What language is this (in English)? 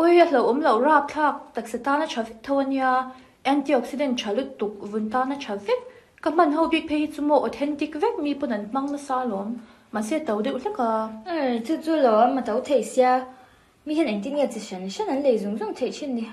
Mizo